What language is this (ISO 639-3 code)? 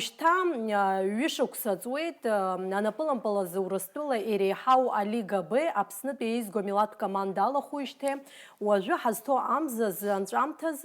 abk